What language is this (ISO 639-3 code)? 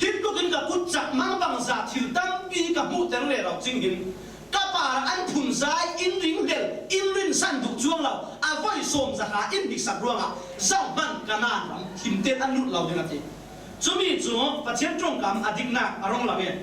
cfm